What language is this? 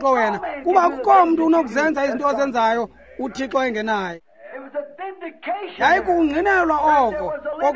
Xhosa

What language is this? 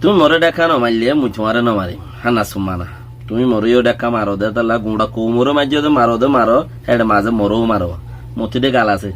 Rohingya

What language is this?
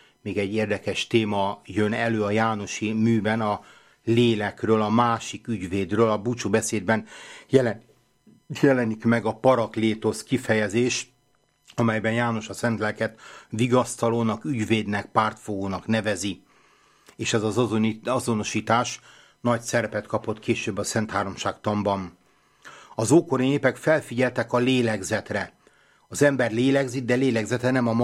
Hungarian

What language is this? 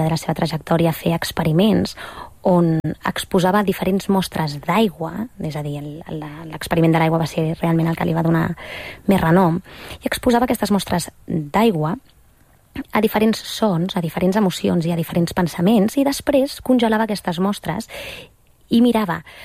Catalan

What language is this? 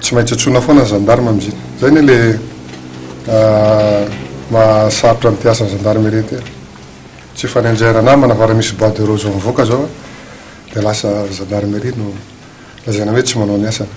Malagasy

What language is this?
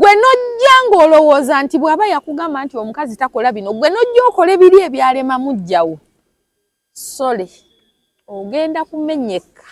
Ganda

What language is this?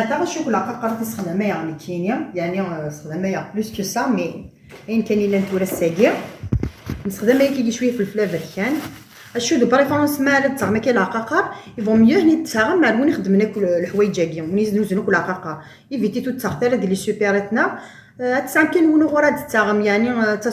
Kabyle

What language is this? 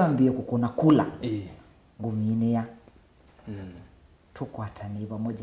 Kamba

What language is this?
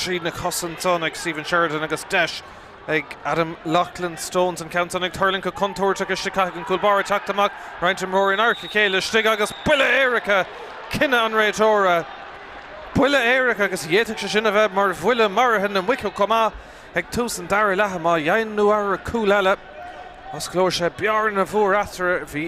Irish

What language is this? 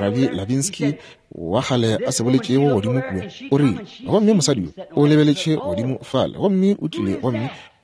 Northern Sotho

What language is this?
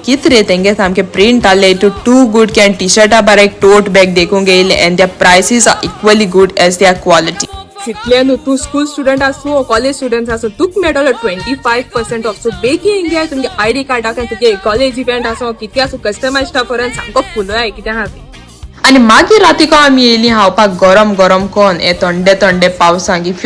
Konkani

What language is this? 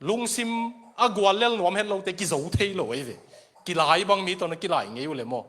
Tedim Chin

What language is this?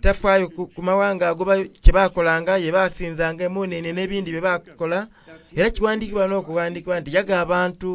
Soga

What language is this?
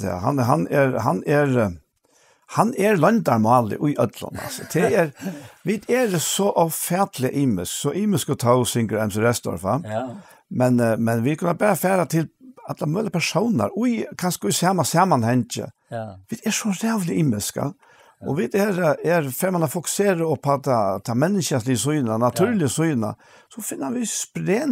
Faroese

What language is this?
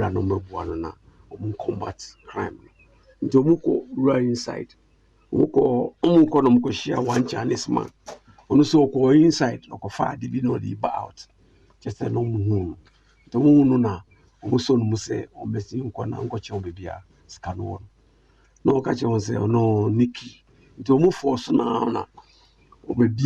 Akan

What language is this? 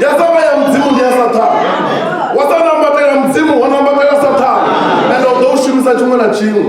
Venda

